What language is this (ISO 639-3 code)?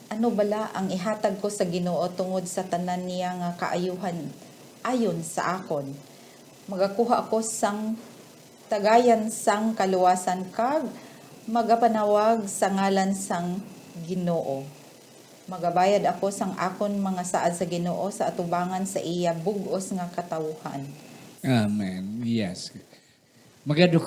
hil